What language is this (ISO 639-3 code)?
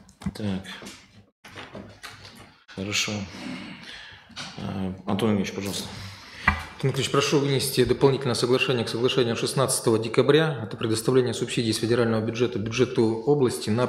rus